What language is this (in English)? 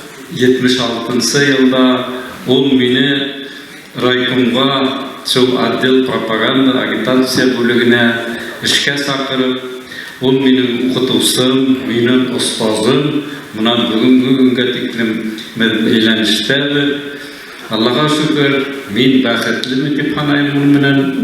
Bashkir